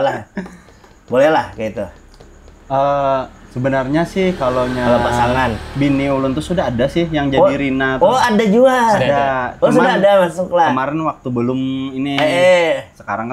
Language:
Banjar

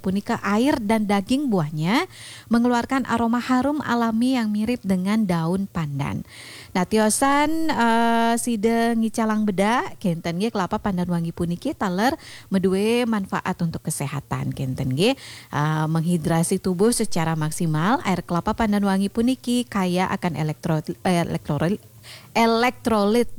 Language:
Balinese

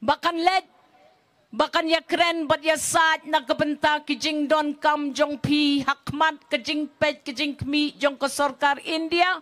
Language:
Khasi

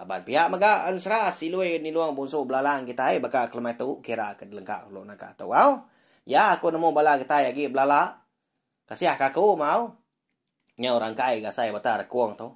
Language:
Iban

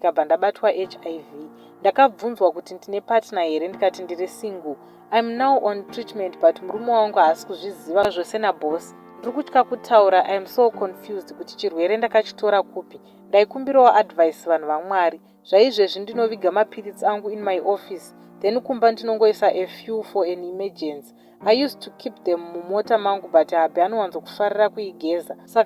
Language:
Shona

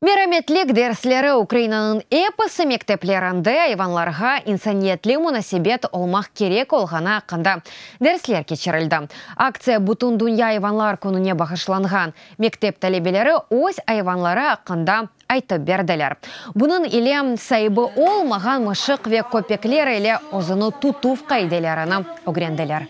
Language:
Crimean Tatar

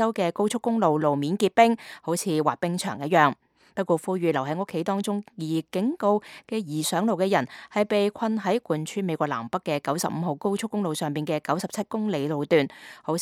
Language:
Cantonese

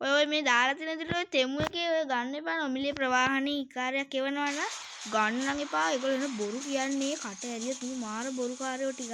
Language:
Sinhala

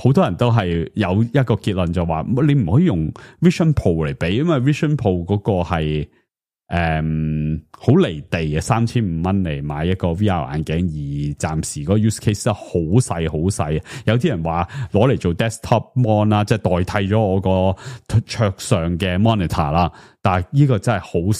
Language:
Cantonese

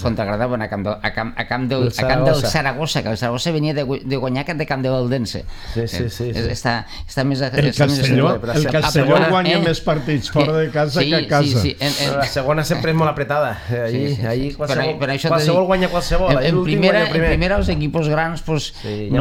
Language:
Catalan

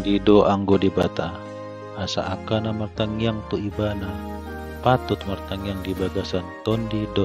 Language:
Batak Toba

